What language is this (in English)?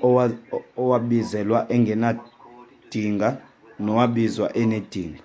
Xhosa